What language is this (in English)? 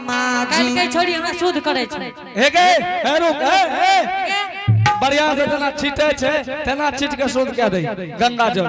Angika